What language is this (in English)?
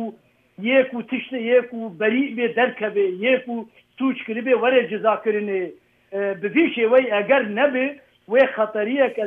Kurdish